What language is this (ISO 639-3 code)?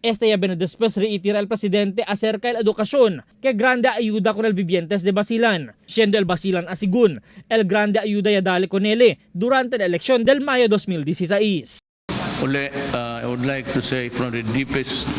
cbk